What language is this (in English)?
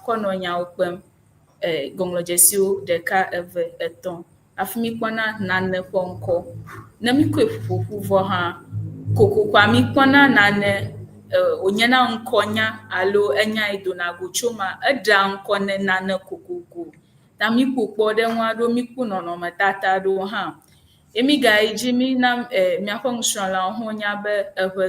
Ewe